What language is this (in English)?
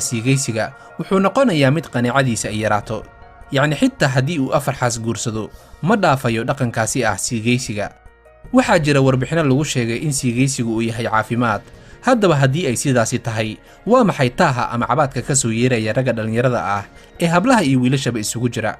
Somali